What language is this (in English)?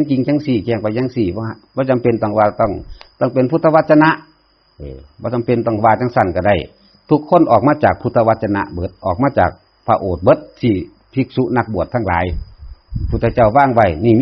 Northeastern Thai